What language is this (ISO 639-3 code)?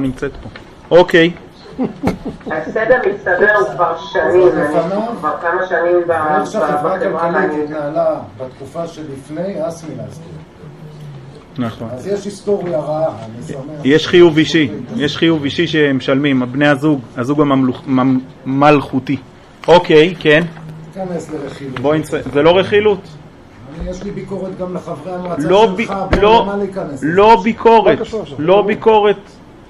heb